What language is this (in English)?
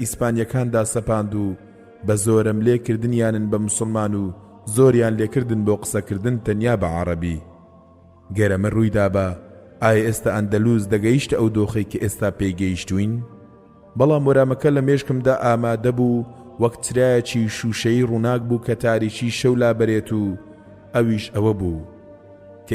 Central Kurdish